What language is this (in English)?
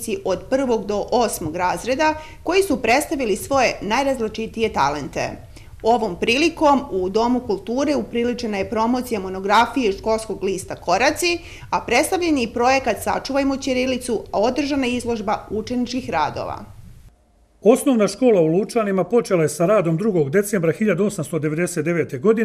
Serbian